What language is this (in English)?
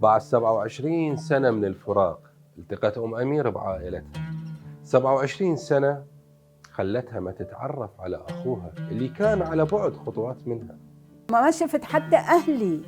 Mesopotamian Arabic